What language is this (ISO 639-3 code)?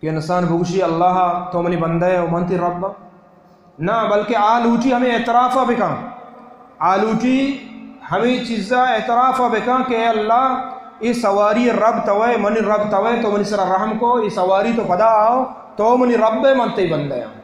bal